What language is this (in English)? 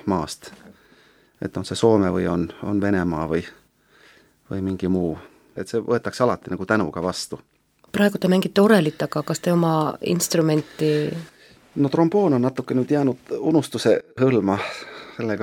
Estonian